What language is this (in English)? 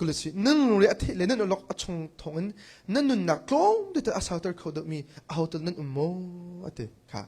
Hakha Chin